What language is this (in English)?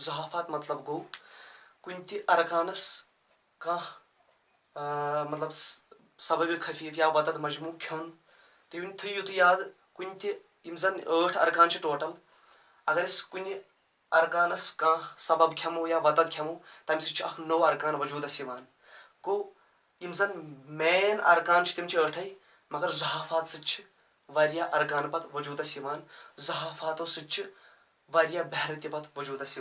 Kashmiri